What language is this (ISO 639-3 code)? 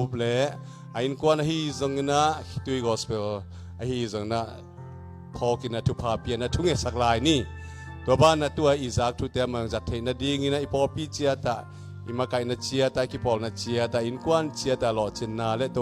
ctd